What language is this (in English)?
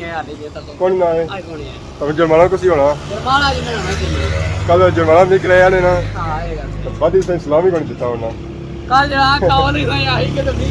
Pahari-Potwari